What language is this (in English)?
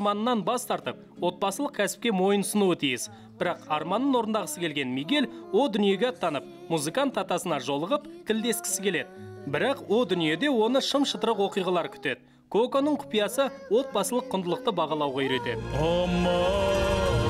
Kazakh